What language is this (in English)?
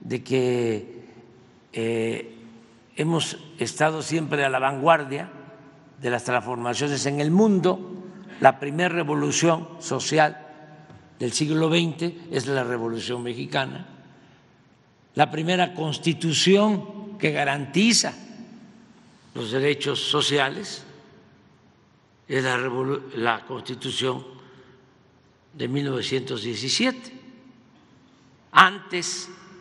Spanish